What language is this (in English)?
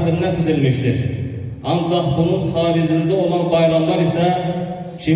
Azerbaijani